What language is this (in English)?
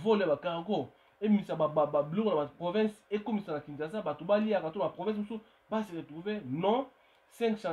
Lingala